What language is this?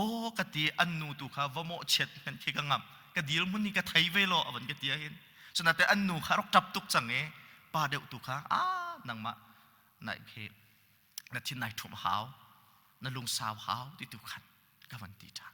Hakha Chin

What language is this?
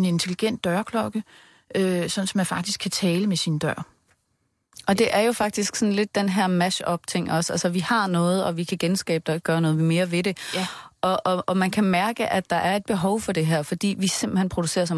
Danish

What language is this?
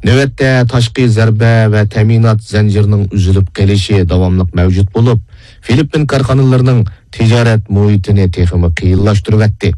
Uyghur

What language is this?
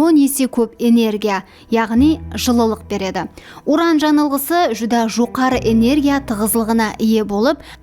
Kara-Kalpak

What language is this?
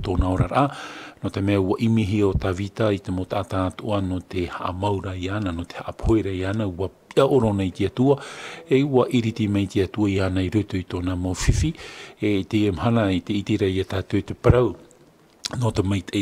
Tahitian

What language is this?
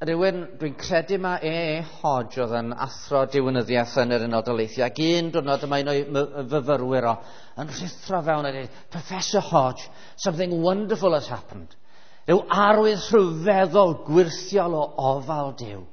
Welsh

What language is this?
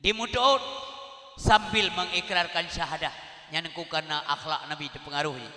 Achinese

